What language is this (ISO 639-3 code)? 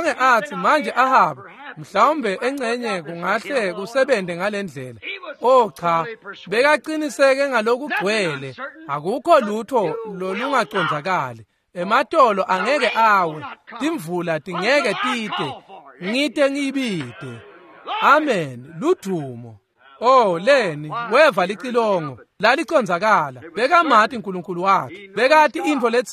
ssw